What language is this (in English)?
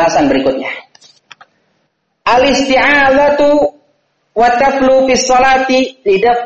Indonesian